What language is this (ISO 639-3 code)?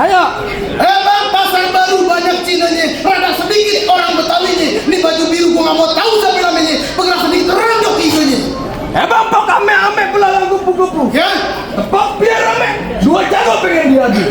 bew